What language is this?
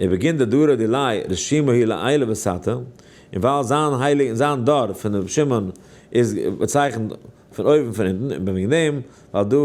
Yiddish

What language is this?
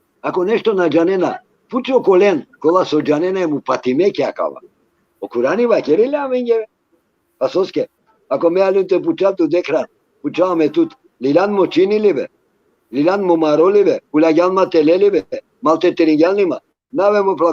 Balkan Romani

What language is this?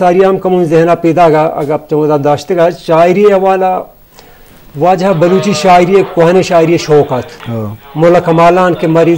Eastern Balochi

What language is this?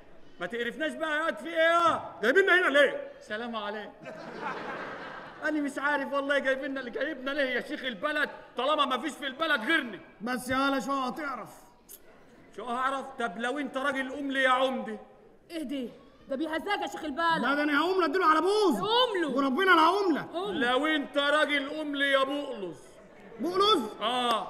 Egyptian Arabic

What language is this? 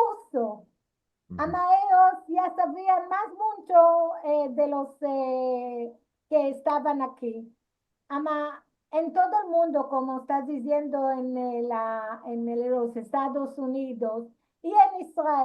Ladino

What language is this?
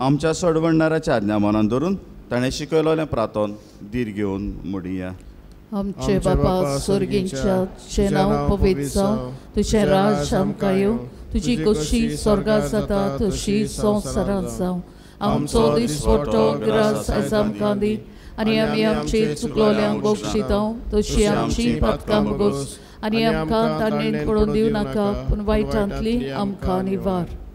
Konkani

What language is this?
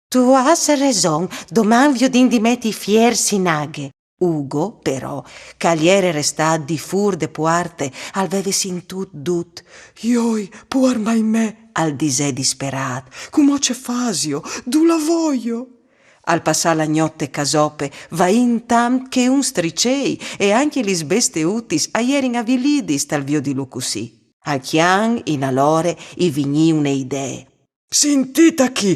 Friulian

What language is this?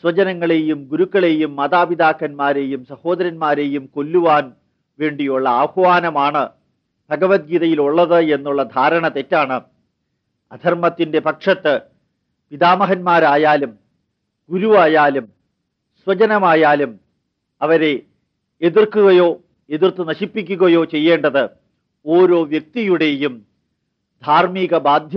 Malayalam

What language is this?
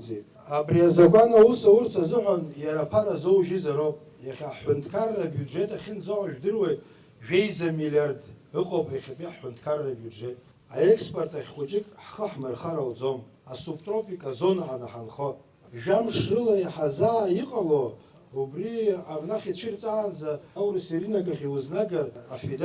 Abkhazian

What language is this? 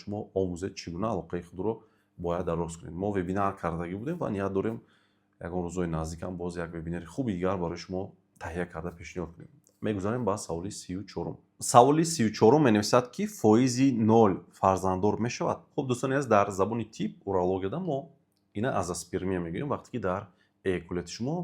Tajik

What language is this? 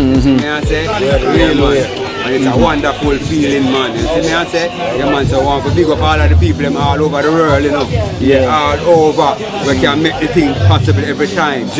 Jamaican Creole English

